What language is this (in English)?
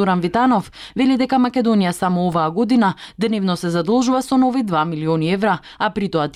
Macedonian